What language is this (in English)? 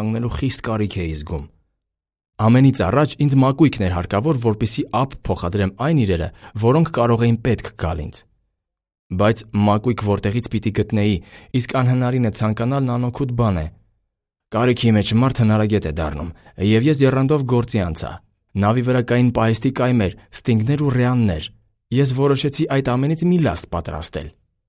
Armenian